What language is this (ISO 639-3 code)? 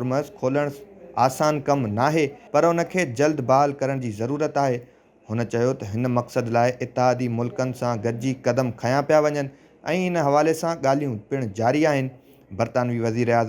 snd